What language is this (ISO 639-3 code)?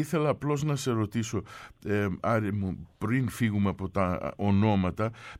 ell